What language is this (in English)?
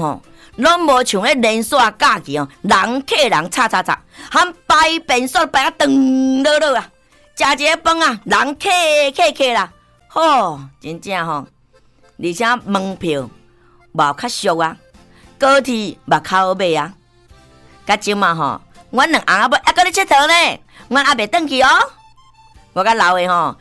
Min Nan Chinese